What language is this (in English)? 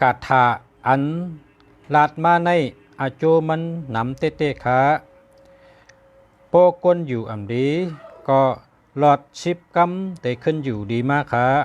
Shan